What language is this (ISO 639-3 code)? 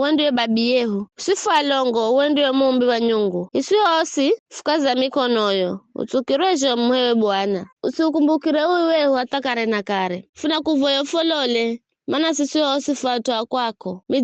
nyf